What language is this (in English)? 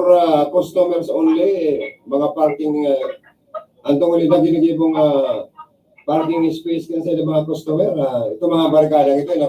Bikol